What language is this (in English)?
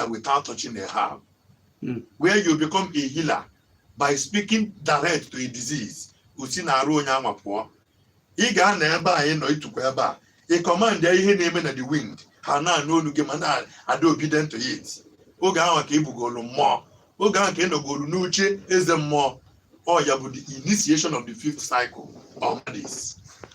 Igbo